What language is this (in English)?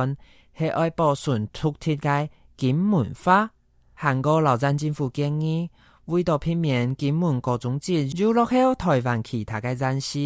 Hakka Chinese